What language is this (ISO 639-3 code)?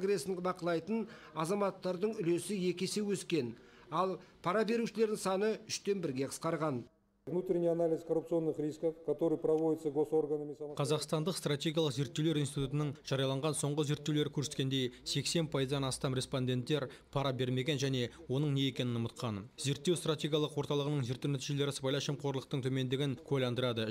kaz